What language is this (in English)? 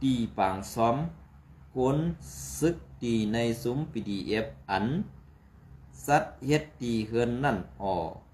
Shan